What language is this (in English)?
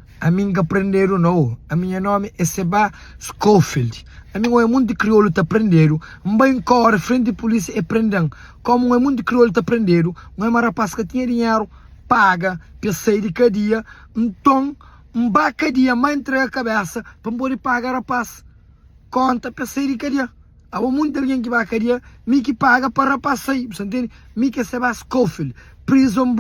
Kabuverdianu